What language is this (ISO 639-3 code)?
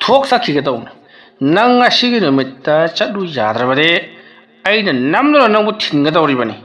mni